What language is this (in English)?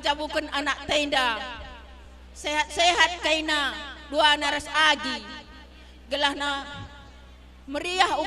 Batak Karo